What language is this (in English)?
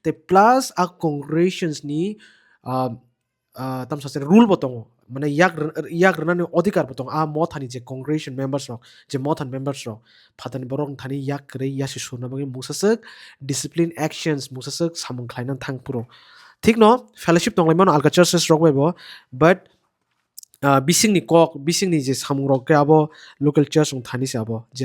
Kok Borok